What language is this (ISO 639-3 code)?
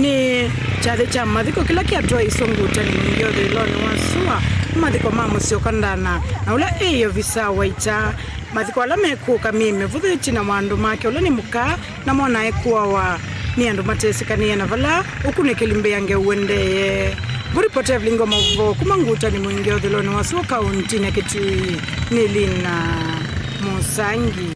kam